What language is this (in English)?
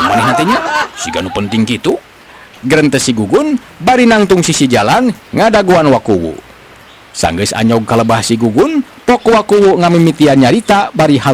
Sundanese